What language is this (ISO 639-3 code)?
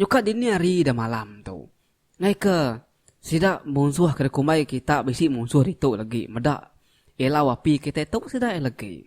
iba